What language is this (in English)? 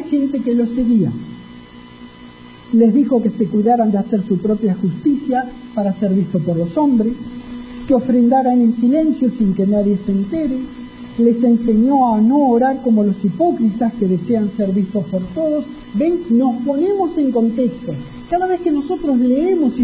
Spanish